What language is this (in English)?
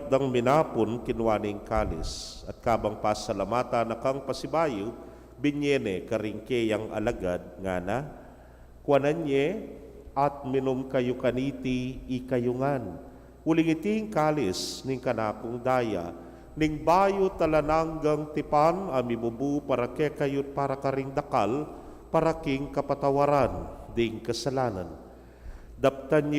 Pampanga